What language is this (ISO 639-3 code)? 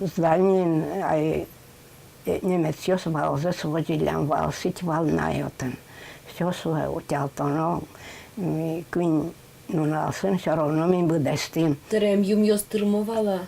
udm